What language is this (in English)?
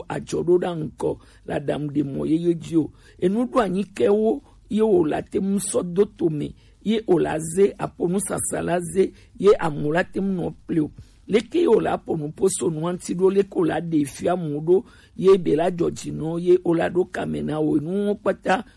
Gen